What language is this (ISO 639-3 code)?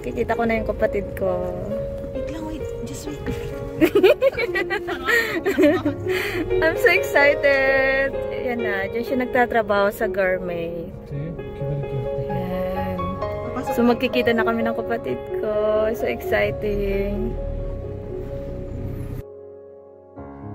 fil